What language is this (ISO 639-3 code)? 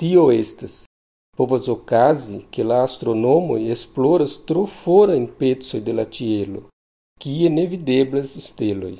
epo